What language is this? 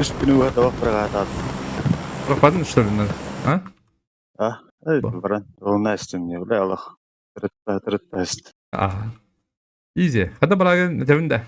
Yakut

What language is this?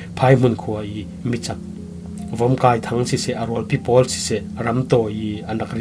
Falam Chin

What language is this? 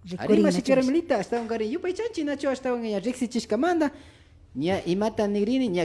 Imbabura Highland Quichua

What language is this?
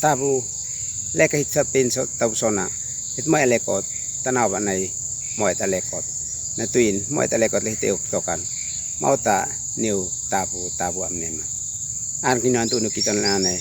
Uab Meto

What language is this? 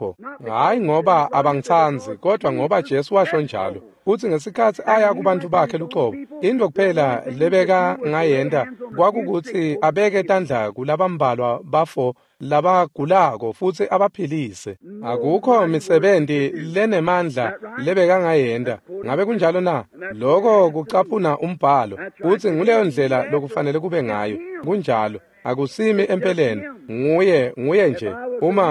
Swati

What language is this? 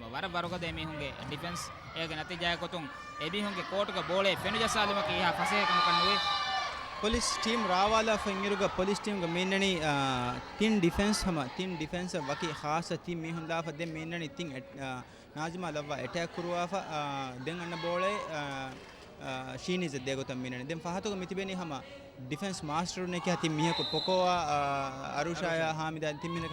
Divehi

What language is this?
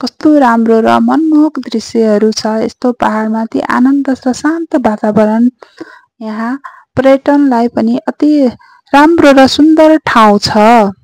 Nepali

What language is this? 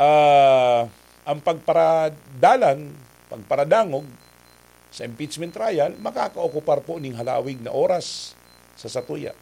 Bikol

